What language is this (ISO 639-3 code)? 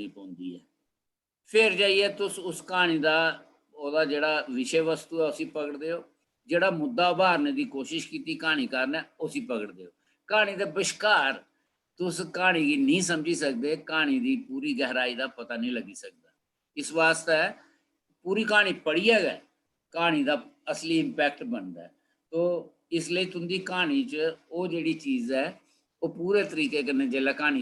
doi